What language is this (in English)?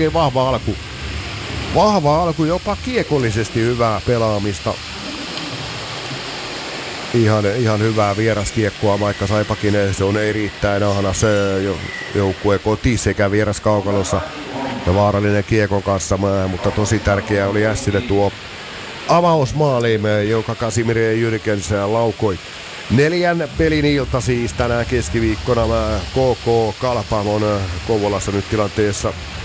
Finnish